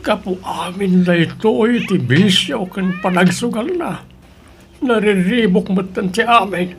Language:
Iloko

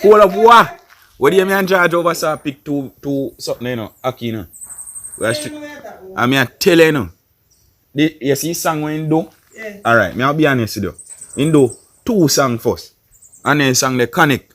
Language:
Jamaican Creole English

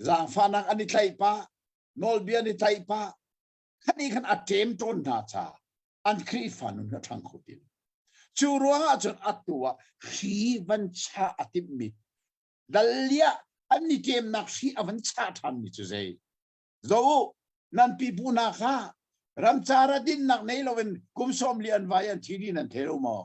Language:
Hakha Chin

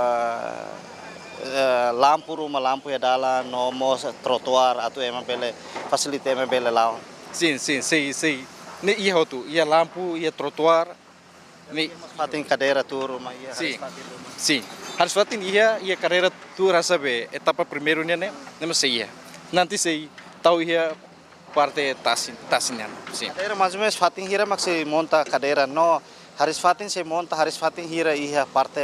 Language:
Tetum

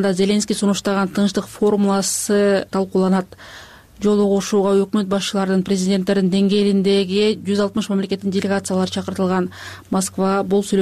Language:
Kyrgyz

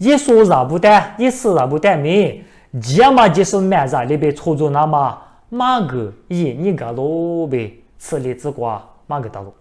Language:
Lisu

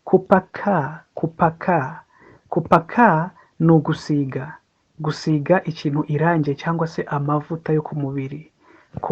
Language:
Kinyarwanda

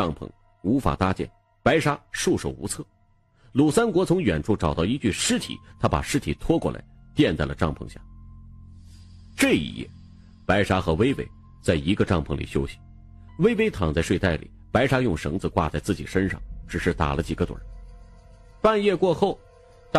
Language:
Chinese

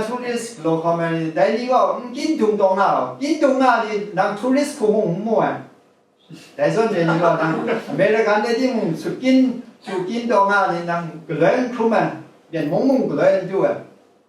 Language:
Kachin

